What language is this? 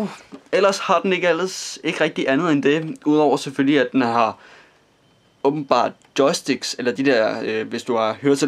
Danish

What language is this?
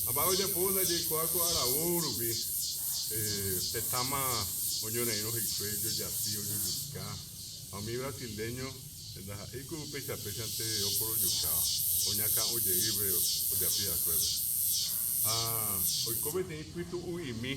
Guarani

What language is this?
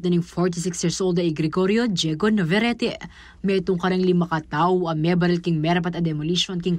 Pampanga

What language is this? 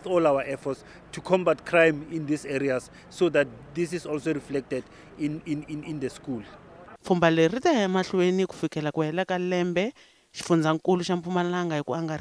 Tsonga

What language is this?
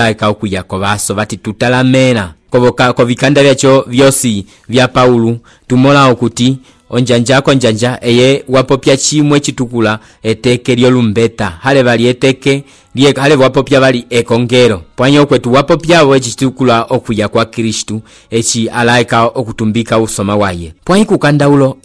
Umbundu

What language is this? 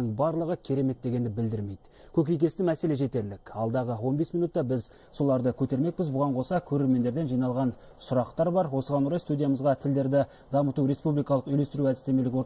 Kazakh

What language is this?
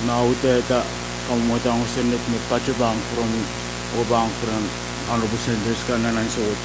Pohnpeian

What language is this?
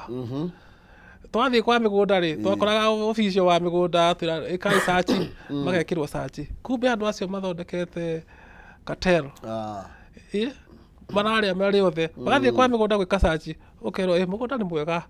Kikuyu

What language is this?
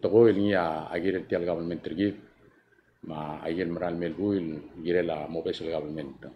Palauan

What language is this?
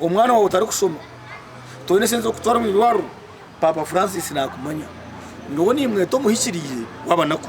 Nyankole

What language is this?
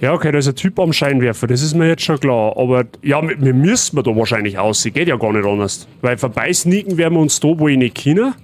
Bavarian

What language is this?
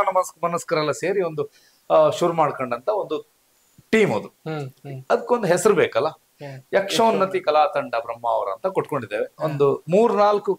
Kannada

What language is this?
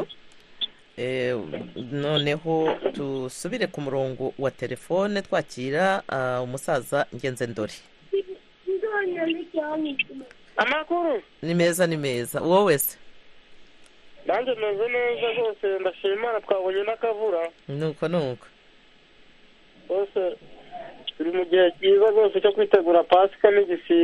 Kinyarwanda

